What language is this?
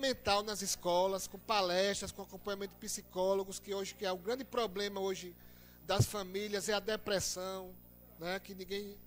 Portuguese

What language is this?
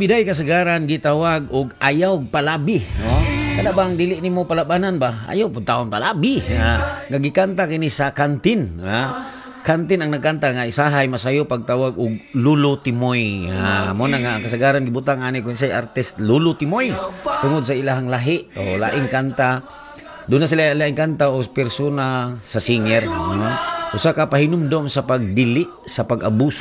Cebuano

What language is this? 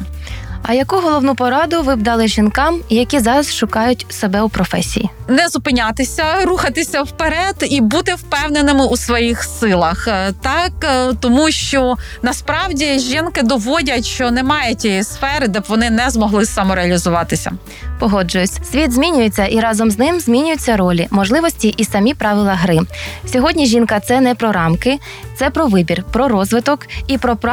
Ukrainian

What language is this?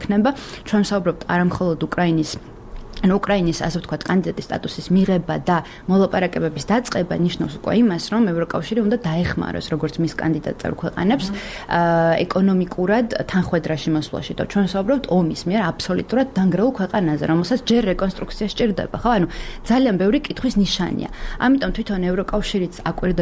Georgian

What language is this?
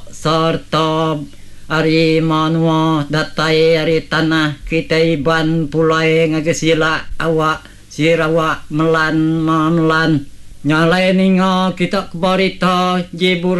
Iban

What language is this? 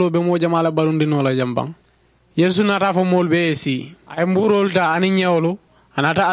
Mandingo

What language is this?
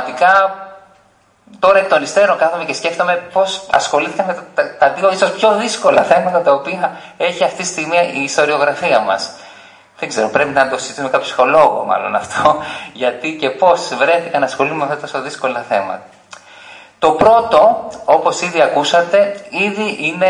Greek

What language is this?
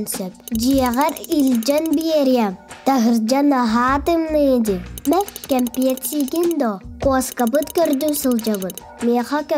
Yakut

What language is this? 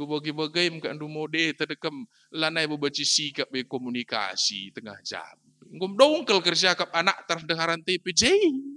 Batak Karo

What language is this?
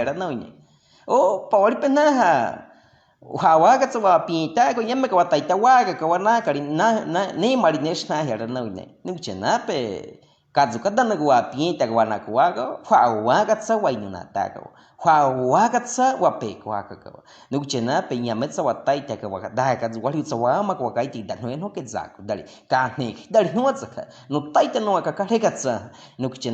Baniwa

